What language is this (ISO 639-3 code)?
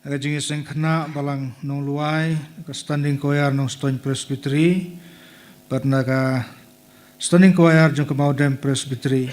kha